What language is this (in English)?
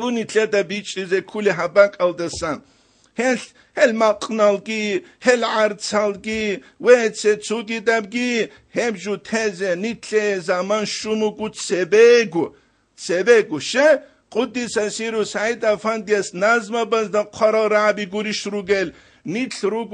Avaric